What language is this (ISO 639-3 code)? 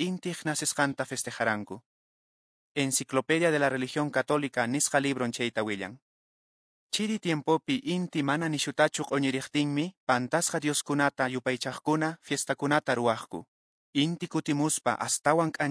que